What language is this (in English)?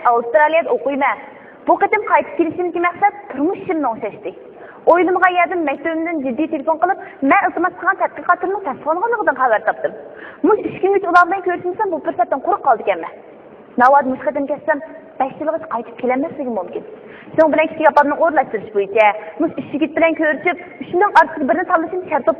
Uyghur